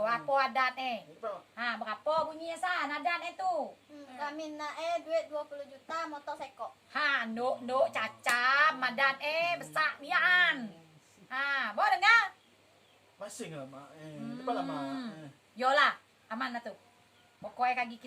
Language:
Minangkabau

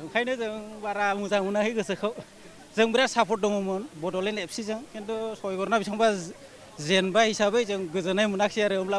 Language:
Bodo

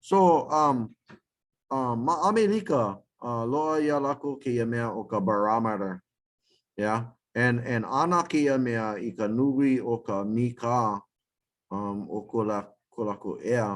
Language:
Hawaiian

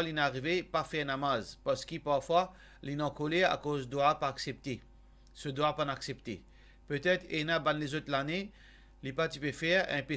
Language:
Morisyen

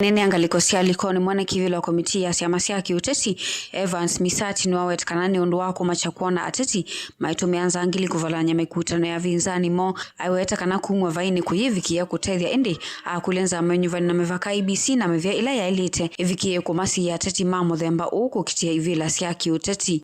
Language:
Kamba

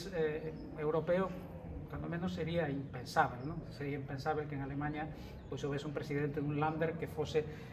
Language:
Galician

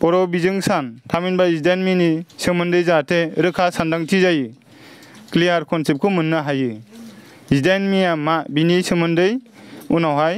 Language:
Bodo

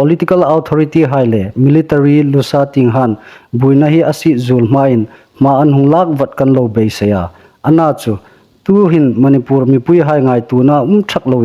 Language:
Hmar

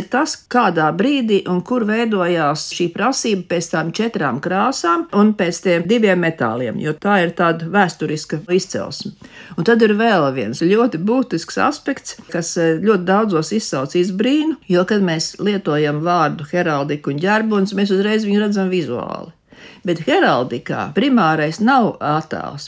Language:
Latvian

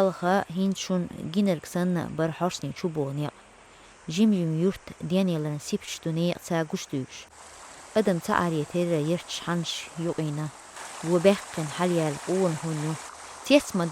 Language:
Chechen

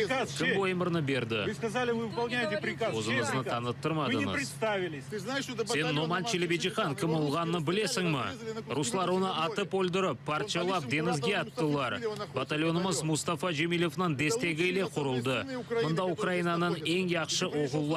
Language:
Crimean Tatar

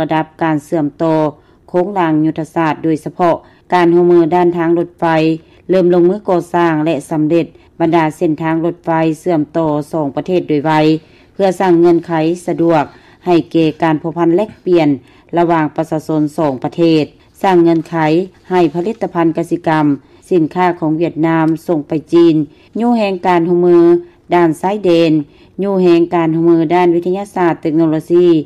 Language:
Lao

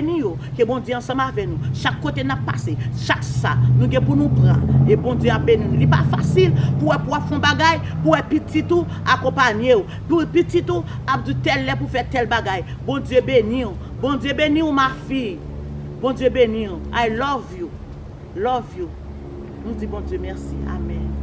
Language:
Haitian Creole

